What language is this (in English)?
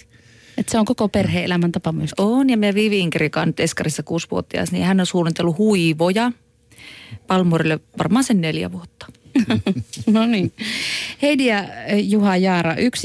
Finnish